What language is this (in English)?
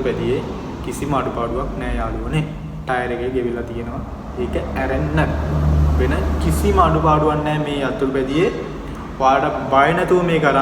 Sinhala